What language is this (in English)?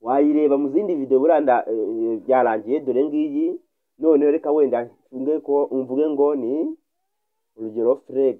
Kinyarwanda